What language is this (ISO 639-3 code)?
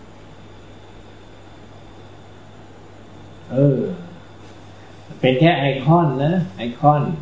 tha